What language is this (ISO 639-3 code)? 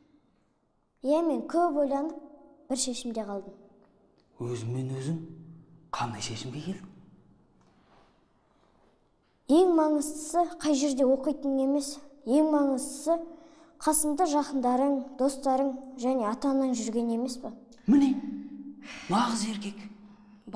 kaz